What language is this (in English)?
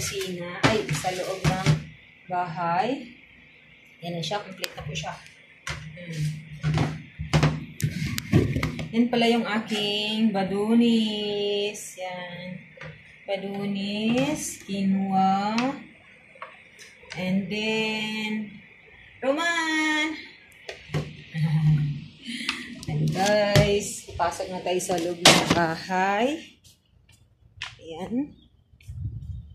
Filipino